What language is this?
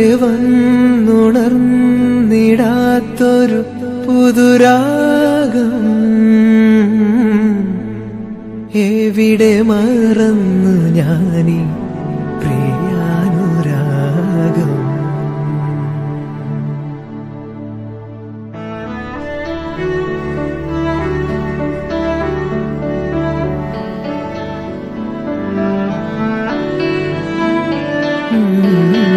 Malayalam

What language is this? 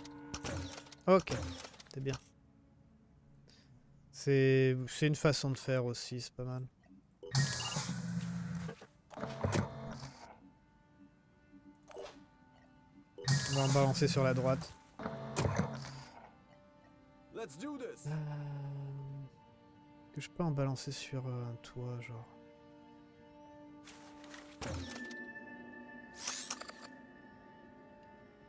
French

